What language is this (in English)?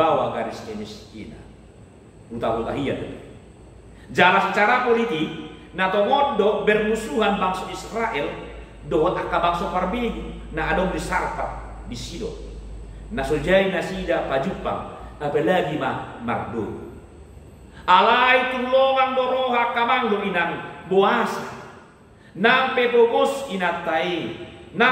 Batak Toba